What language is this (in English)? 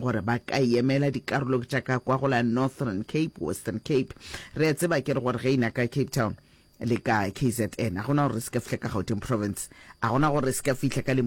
Northern Sotho